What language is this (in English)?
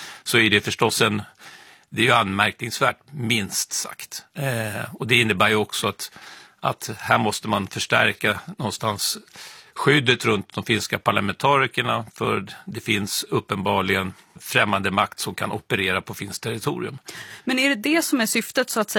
Swedish